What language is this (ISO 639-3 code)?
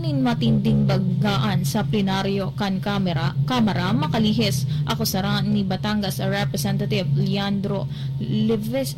bik